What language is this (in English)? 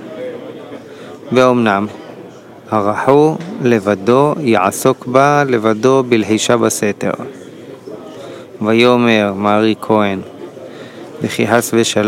Hebrew